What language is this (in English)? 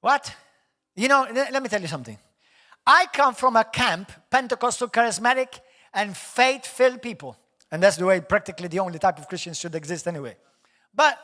English